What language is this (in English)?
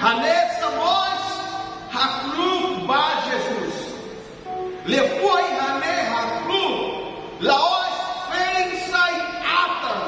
Tetum